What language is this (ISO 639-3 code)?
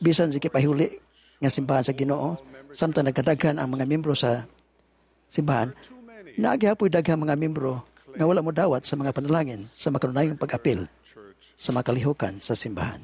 ceb